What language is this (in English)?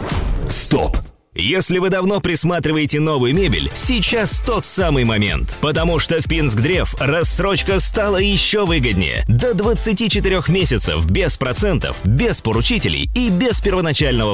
Russian